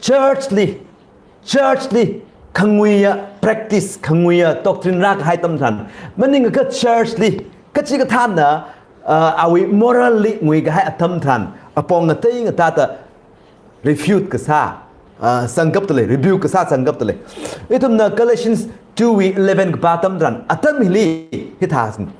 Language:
Tangkhul Naga (India)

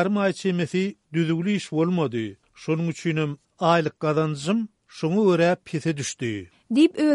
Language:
Turkmen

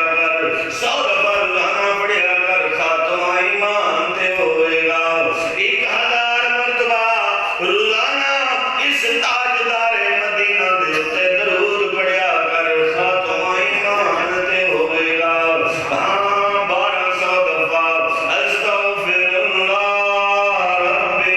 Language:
Saraiki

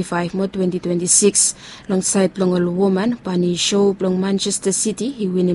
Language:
Bislama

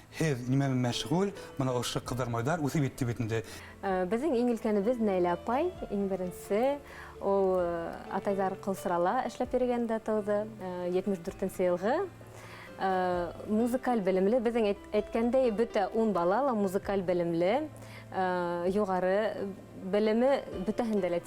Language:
Bashkir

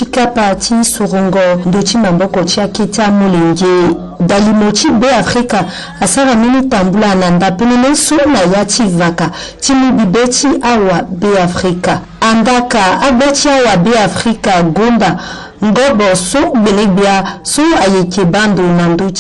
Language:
Sango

